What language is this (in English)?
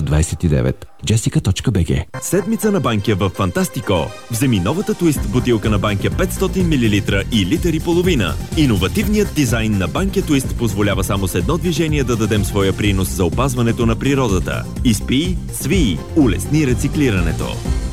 Bulgarian